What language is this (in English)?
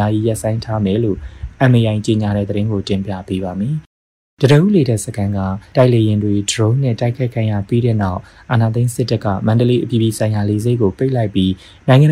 Burmese